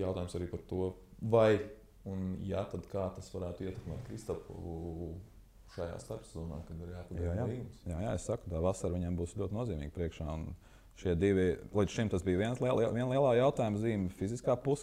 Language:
Latvian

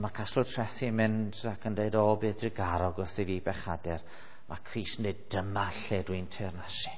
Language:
Welsh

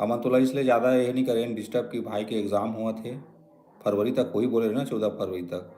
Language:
Chhattisgarhi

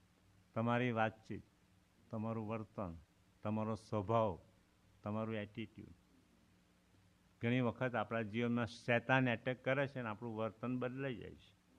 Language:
Gujarati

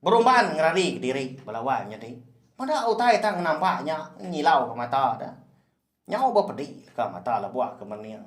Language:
Iban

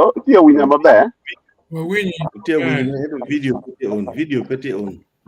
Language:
Acoli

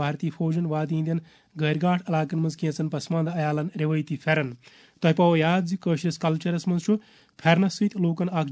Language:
Kashmiri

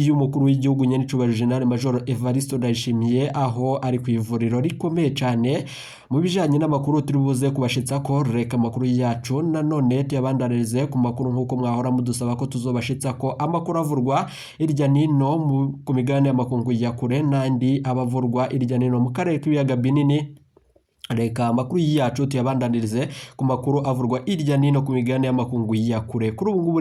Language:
Rundi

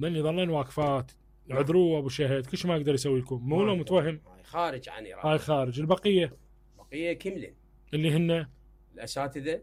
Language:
Mesopotamian Arabic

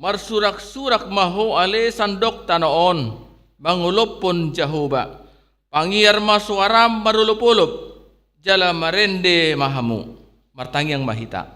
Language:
Batak Toba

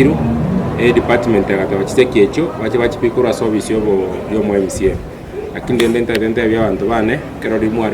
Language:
Gusii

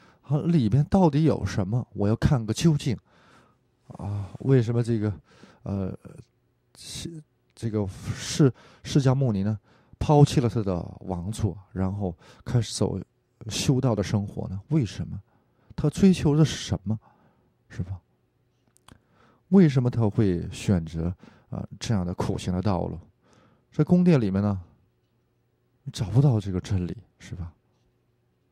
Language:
Chinese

